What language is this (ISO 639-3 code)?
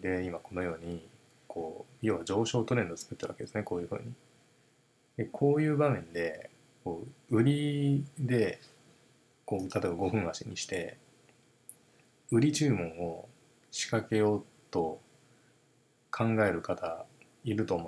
jpn